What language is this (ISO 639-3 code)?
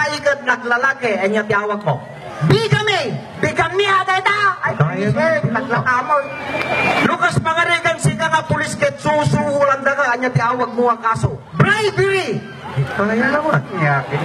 ilo